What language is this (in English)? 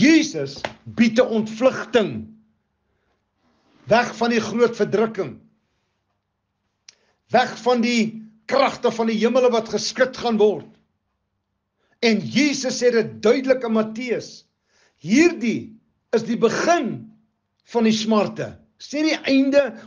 Afrikaans